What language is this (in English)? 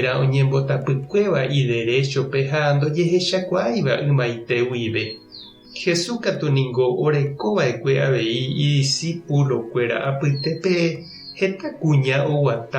Guarani